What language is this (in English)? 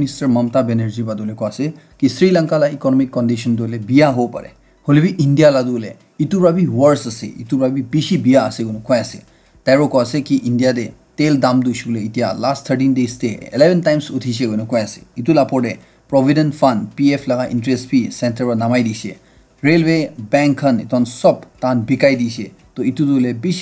Naga Pidgin